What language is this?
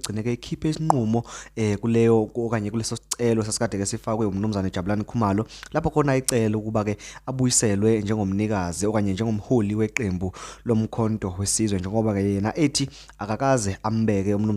Zulu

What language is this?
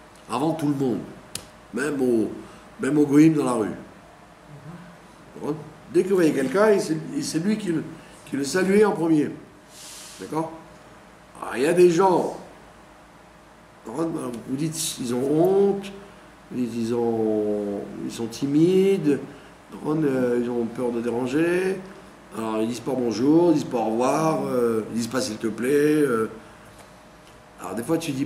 French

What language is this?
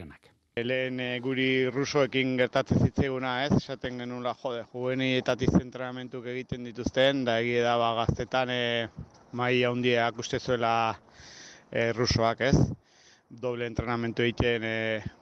Basque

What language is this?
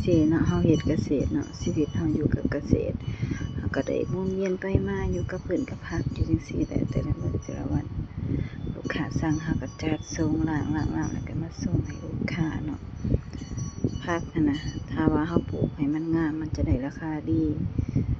Lao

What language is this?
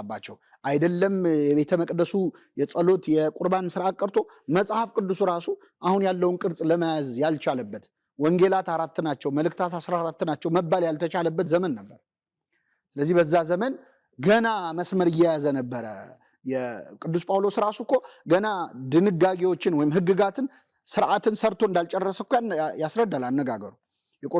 Amharic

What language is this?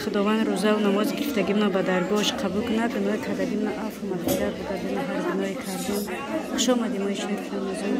Tajik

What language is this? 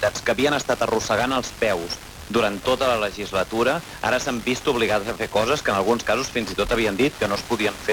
Catalan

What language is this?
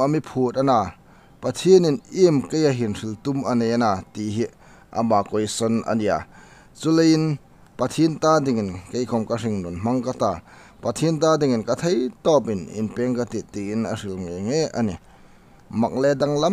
Hmar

